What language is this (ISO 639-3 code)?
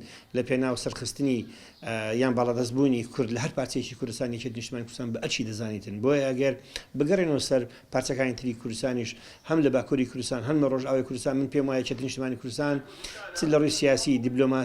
ckb